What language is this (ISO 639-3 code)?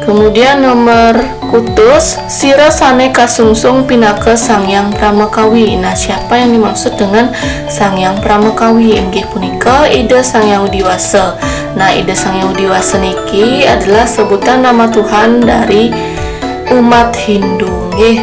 ban